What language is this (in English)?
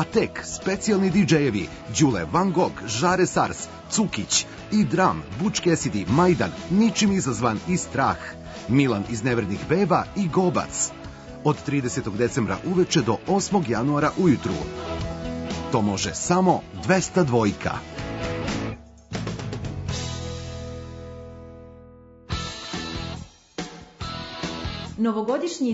Serbian